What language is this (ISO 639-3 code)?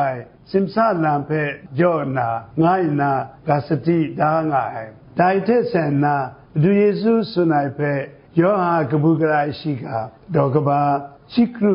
kac